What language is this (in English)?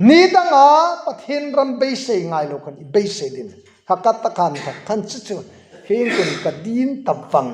Hmar